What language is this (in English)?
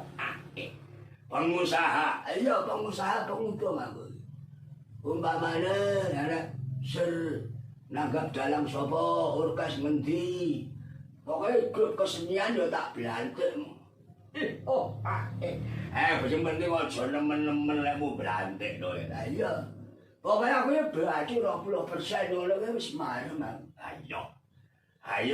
Javanese